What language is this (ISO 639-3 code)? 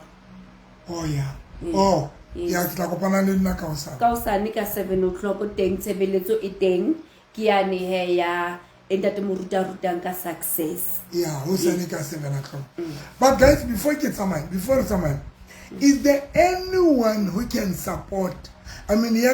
sot